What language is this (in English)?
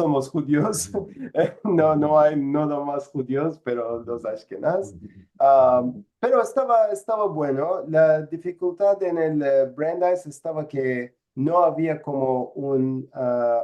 Ladino